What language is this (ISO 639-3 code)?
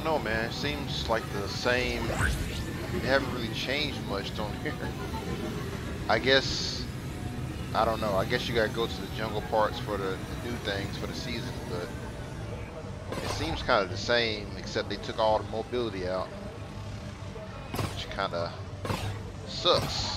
eng